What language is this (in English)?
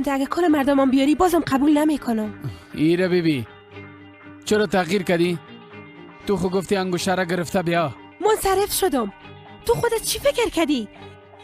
Persian